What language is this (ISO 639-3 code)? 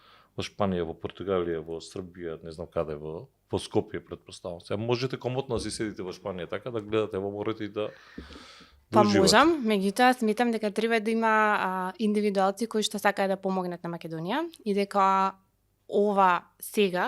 mkd